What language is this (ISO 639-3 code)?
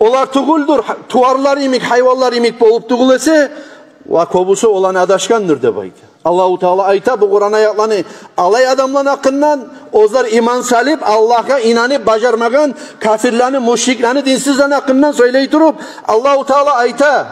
kum